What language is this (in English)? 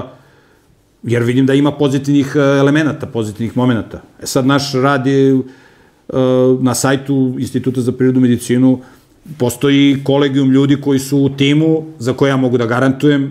Serbian